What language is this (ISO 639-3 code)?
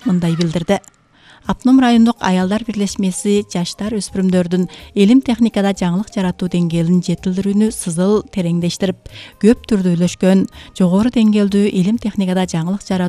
kir